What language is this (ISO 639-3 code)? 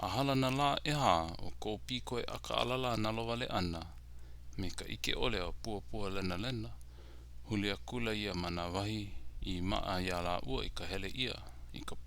haw